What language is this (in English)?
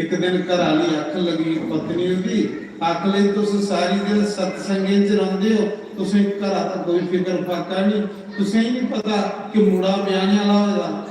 Dogri